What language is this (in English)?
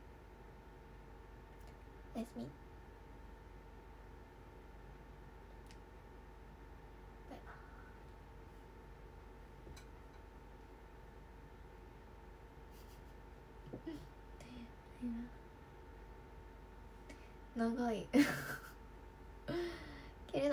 Japanese